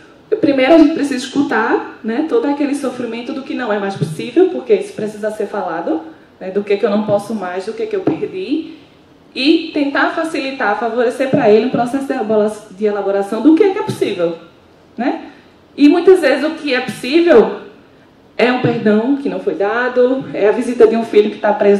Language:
Portuguese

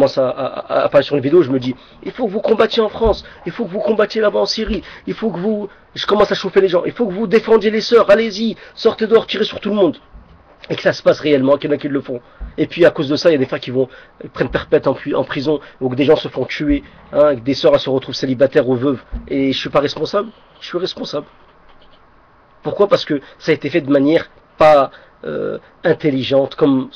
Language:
French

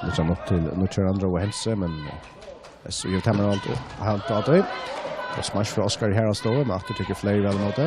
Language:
Faroese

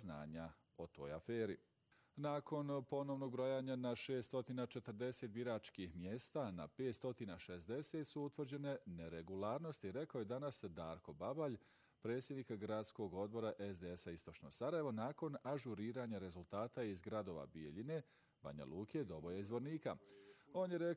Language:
Bosnian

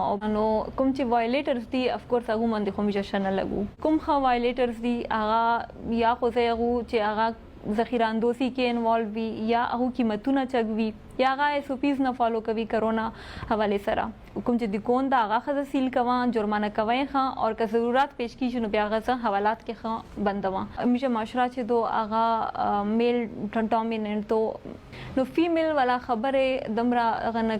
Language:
Pashto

